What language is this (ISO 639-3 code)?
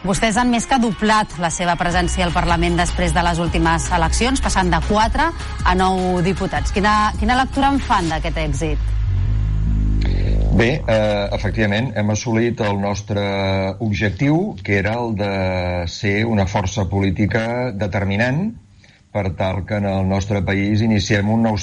cat